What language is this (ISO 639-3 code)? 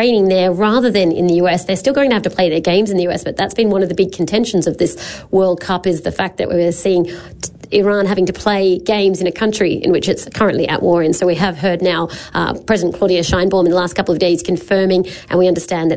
eng